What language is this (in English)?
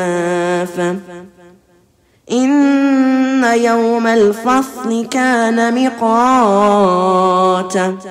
Arabic